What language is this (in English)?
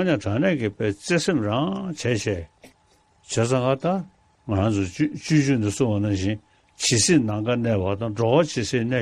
Tibetan